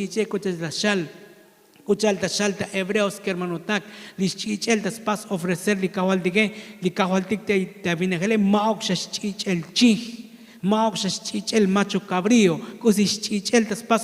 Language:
Tzotzil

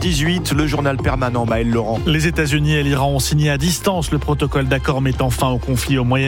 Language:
French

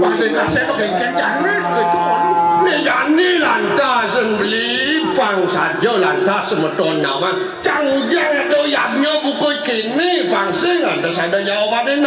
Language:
Balinese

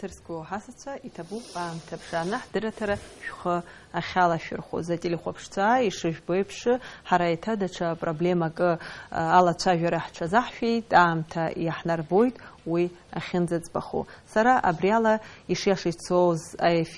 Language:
Abkhazian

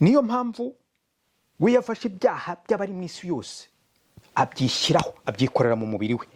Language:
Kinyarwanda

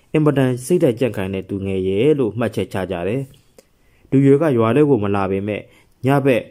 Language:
Burmese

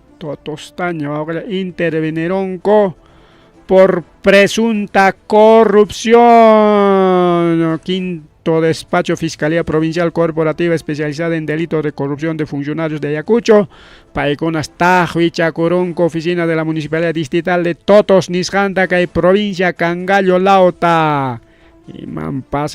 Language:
Ayacucho Quechua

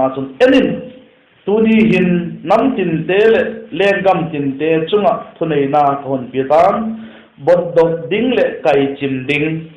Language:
Vaiphei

